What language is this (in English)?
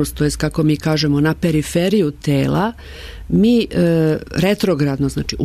Serbian